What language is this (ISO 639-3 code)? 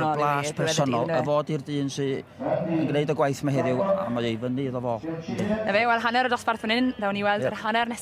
cym